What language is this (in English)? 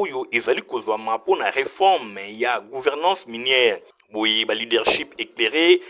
Lingala